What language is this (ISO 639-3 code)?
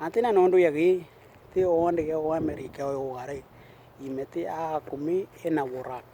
dnw